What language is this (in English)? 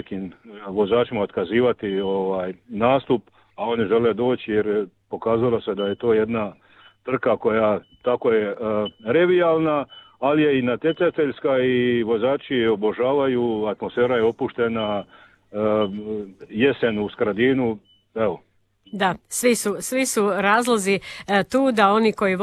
Croatian